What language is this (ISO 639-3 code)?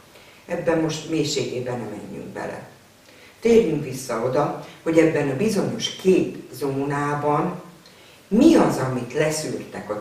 hun